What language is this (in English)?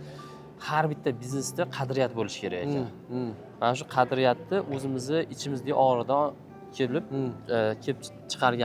Uzbek